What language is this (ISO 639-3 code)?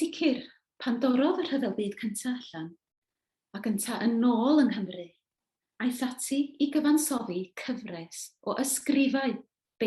cym